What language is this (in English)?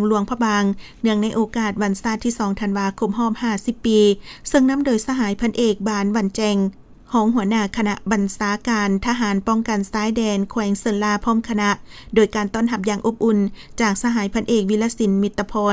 Lao